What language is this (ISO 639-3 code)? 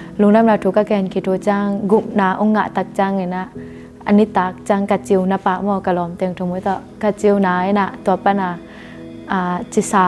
ctd